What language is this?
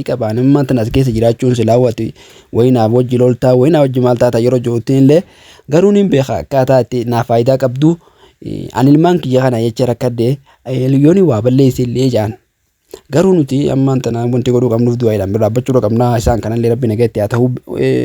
Oromo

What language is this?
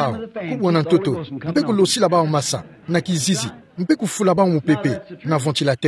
Kituba (Democratic Republic of Congo)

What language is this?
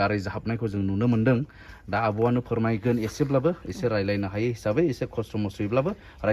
Bodo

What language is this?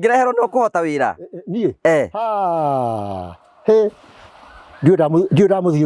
Kikuyu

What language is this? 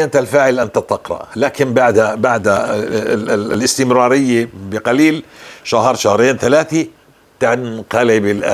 North Levantine Arabic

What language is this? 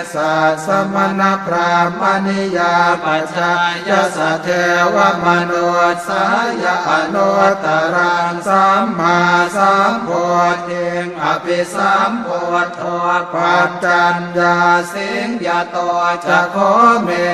Pali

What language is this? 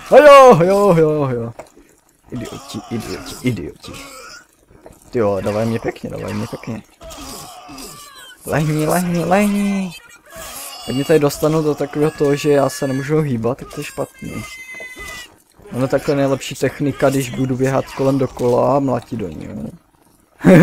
Czech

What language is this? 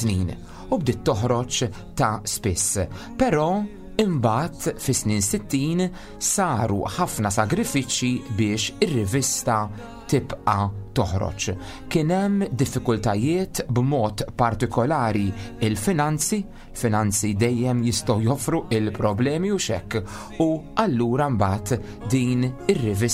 Maltese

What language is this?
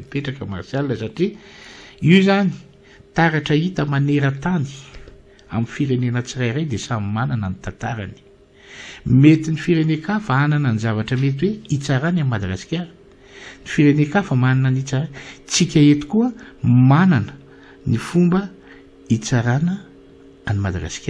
Malagasy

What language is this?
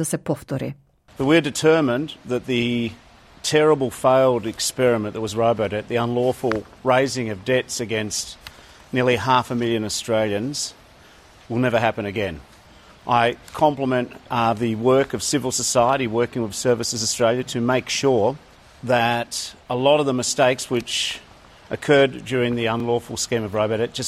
Macedonian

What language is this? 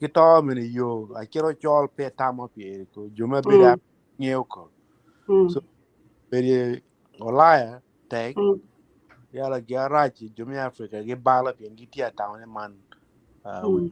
Acoli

